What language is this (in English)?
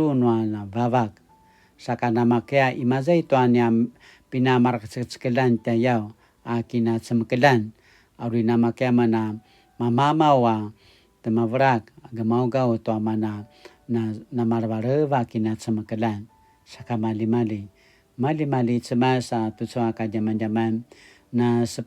Paiwan